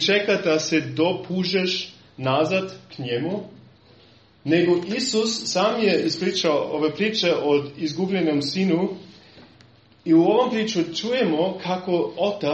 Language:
Serbian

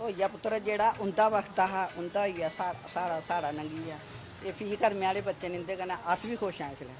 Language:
Dogri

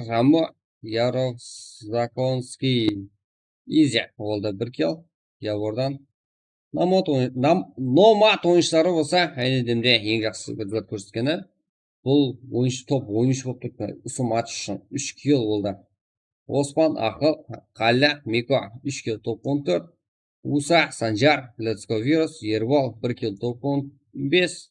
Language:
Kara-Kalpak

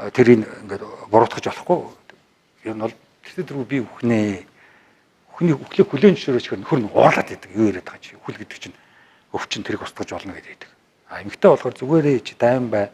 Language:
Mongolian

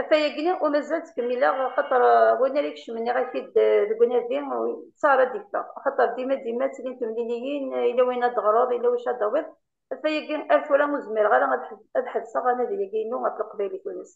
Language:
Kabyle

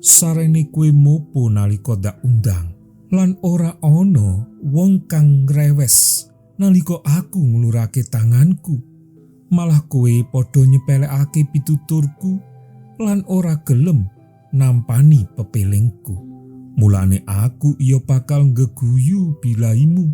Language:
Javanese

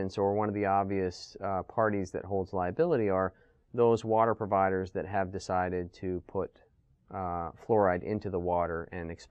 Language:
English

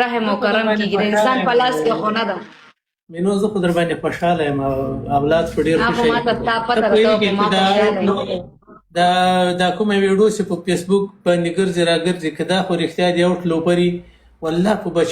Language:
Pashto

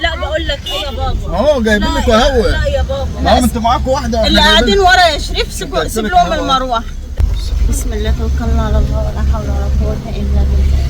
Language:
Egyptian Arabic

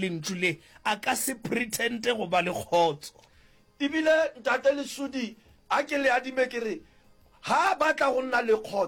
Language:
Northern Sotho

